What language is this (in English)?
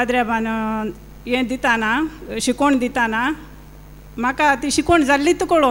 Konkani